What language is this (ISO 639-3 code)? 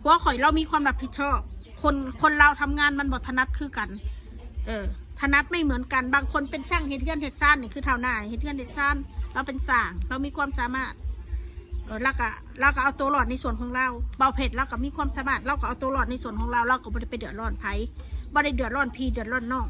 tts